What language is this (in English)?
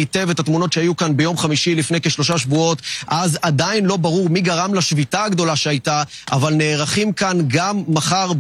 Hebrew